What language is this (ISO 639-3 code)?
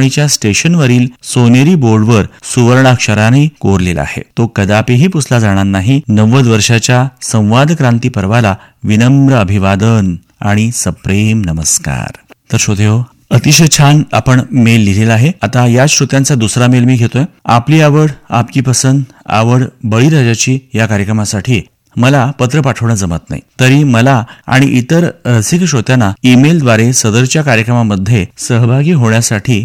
mar